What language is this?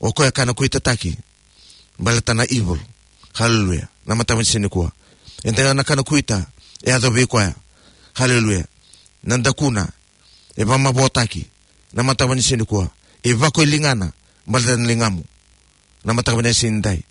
Fijian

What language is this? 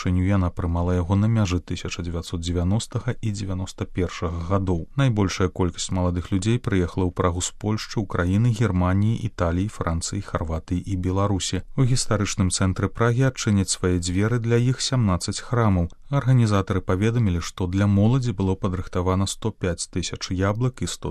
Belarusian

